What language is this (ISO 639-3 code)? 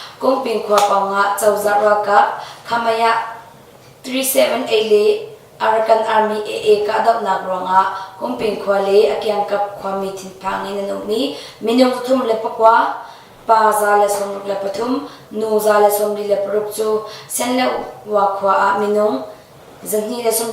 cnh